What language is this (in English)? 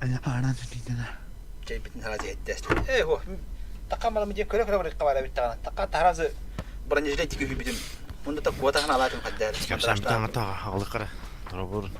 Yakut